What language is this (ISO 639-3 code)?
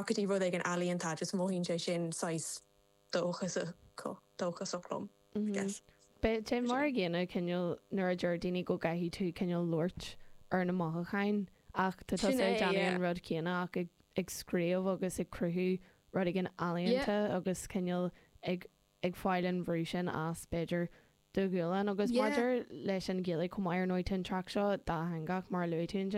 gle